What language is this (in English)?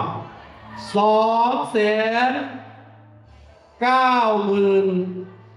Northeastern Thai